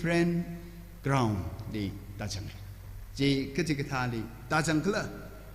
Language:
Tangkhul Naga (India)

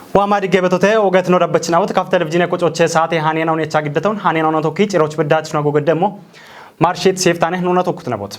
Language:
Kafa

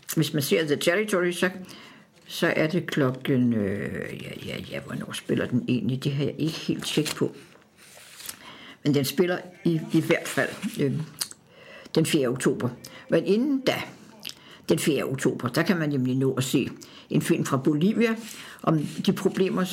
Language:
Danish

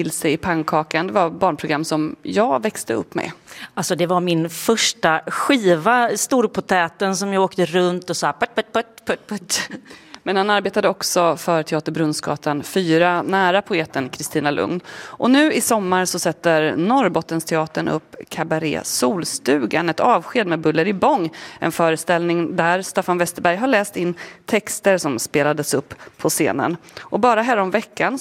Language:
Swedish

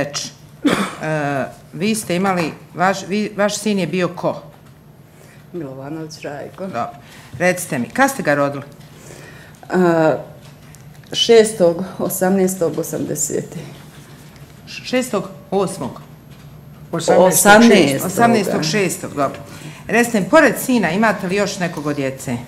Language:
Bosnian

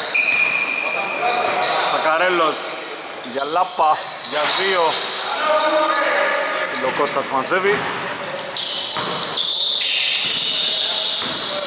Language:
Greek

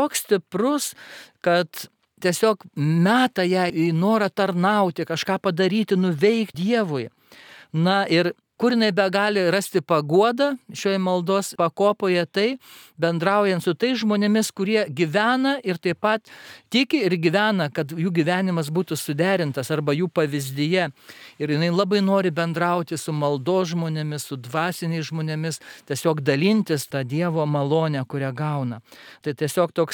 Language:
Lithuanian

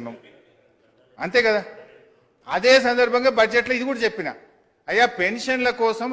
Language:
Telugu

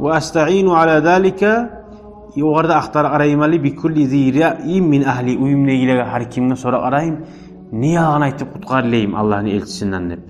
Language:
Kumyk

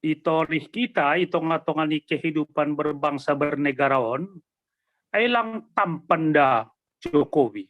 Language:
Batak Simalungun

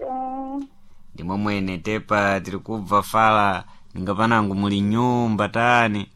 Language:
Sena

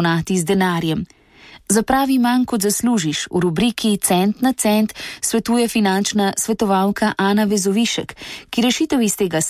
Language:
Slovenian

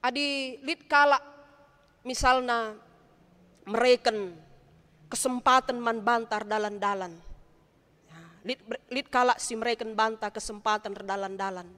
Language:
Batak Karo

